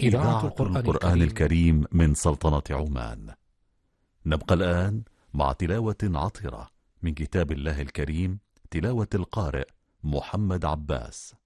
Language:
Arabic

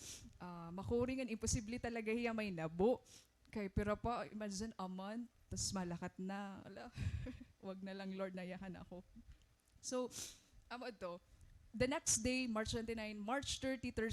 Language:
Waray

